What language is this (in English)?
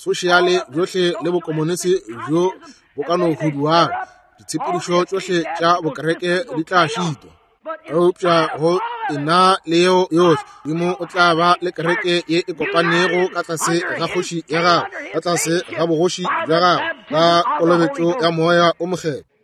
Northern Sotho